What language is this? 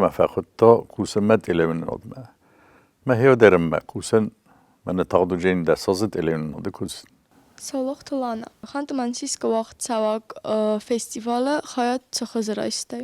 Ossetic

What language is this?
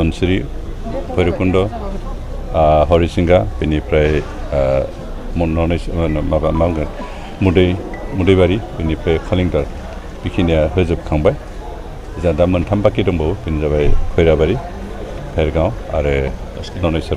Bodo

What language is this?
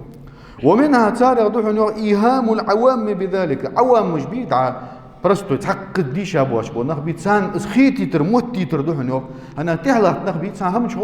Ingush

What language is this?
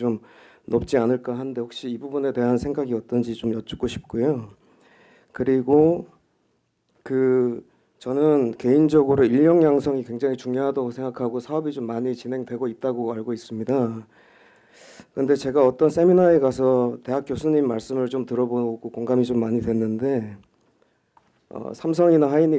Korean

